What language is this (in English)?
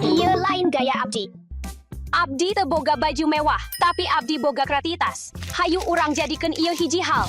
Sundanese